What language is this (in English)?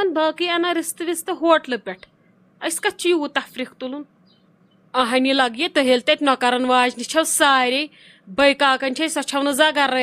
Kashmiri